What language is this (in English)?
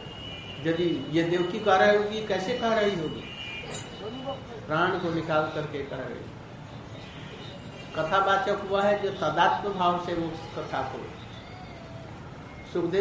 Hindi